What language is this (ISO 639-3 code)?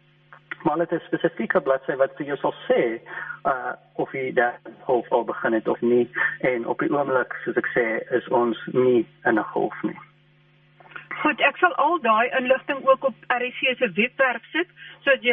afr